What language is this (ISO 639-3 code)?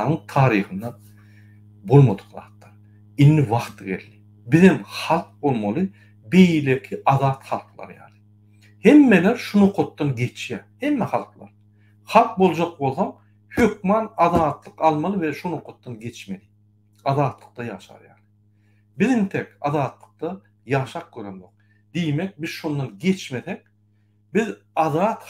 tuk